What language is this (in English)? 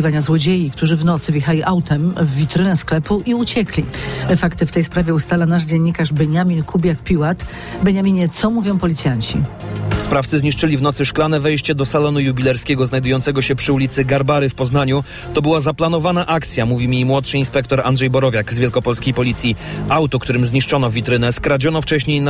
Polish